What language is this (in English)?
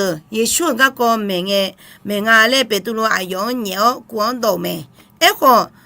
Akha